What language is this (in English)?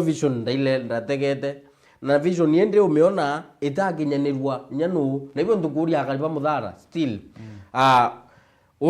Meru